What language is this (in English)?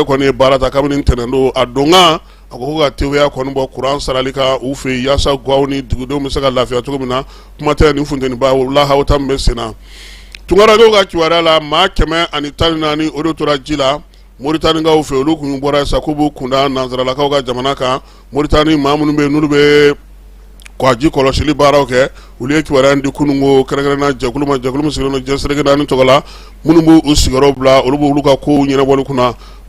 Bambara